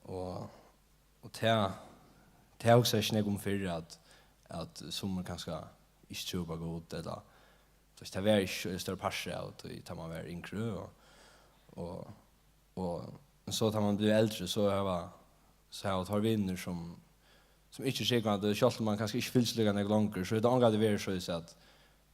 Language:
Faroese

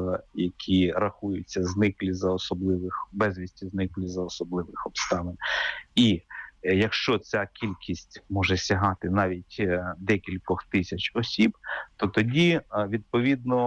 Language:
Ukrainian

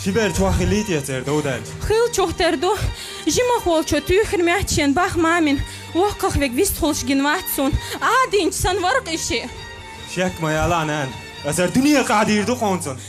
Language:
Chechen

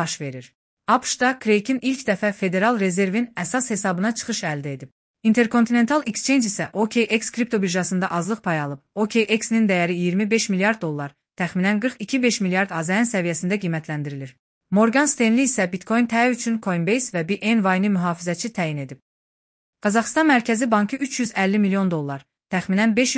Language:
Azerbaijani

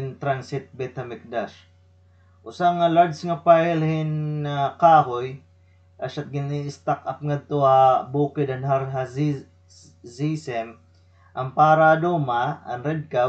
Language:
Waray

